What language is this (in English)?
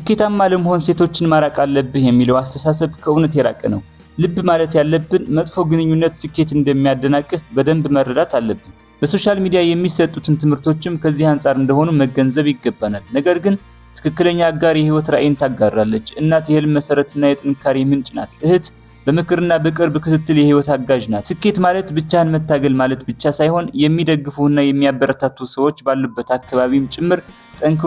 Amharic